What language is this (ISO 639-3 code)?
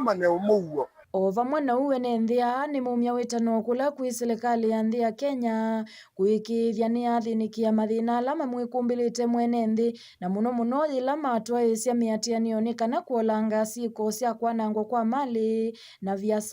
kam